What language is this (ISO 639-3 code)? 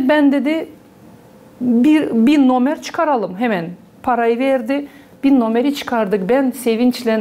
gag